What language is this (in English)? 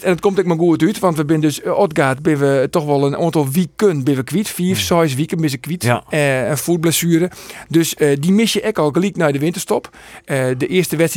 Western Frisian